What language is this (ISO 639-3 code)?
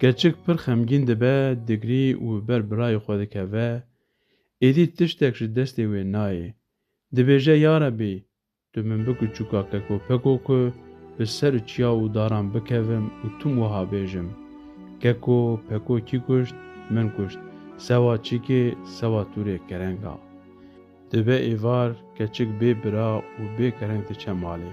kur